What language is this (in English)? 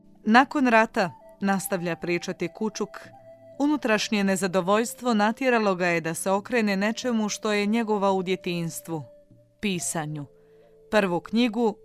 Bosnian